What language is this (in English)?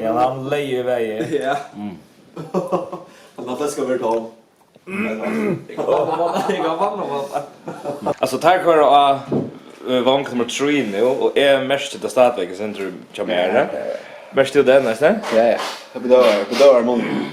Faroese